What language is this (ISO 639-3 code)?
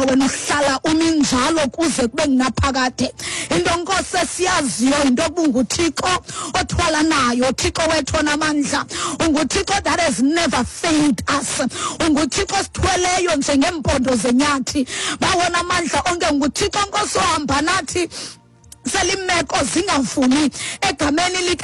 xho